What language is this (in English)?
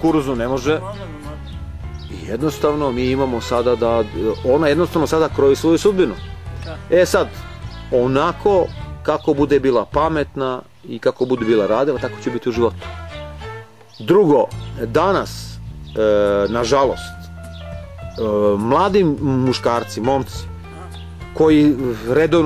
Serbian